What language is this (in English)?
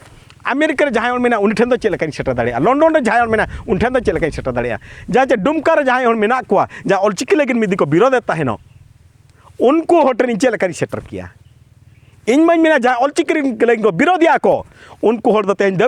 Santali